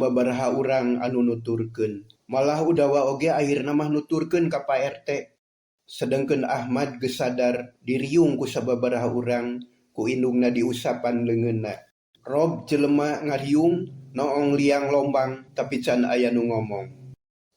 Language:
Sundanese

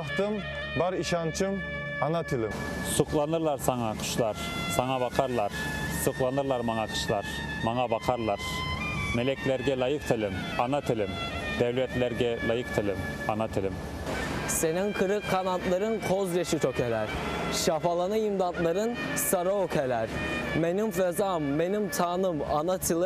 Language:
Crimean Tatar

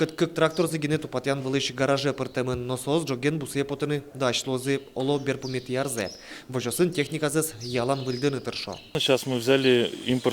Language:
Udmurt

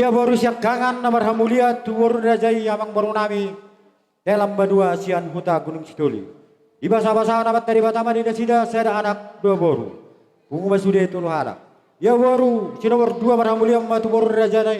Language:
Batak Toba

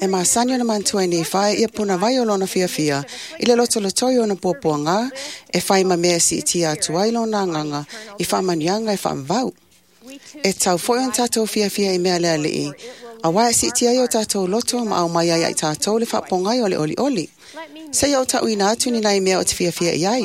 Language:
Samoan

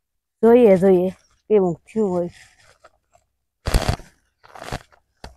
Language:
Gujarati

